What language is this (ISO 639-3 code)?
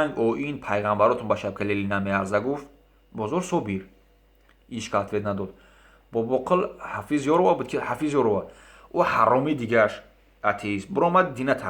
tgk